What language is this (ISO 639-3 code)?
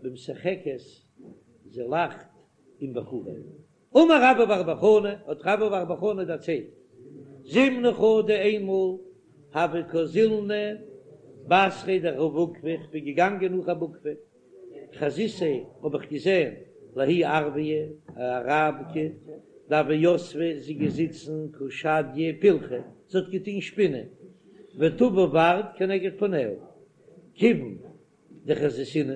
yid